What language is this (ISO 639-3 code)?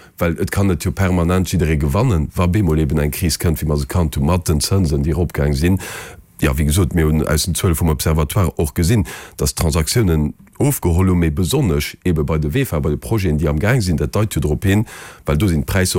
ltz